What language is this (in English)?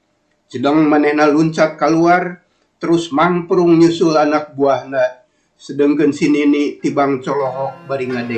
Sundanese